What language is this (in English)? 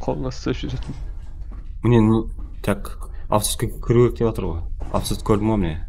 Kara-Kalpak